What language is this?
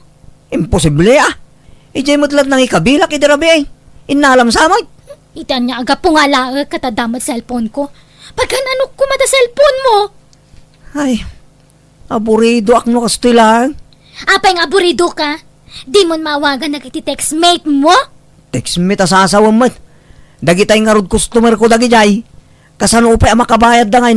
Iloko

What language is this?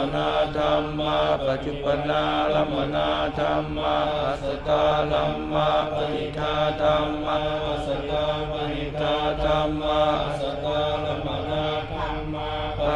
Pali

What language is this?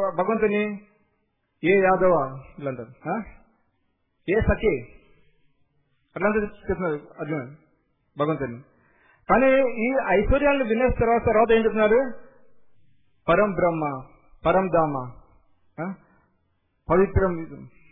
Telugu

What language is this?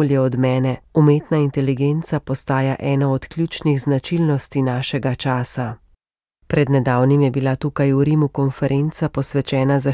Slovenian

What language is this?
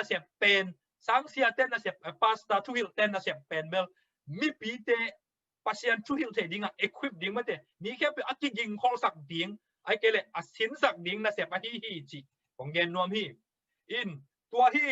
Tedim Chin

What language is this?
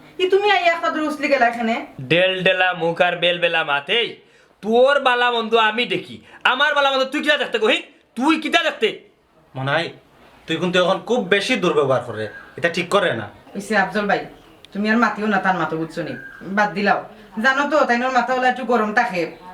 Sylheti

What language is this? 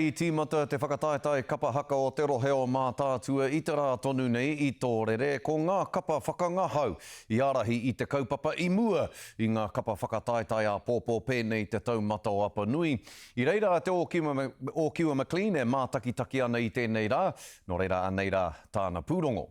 Māori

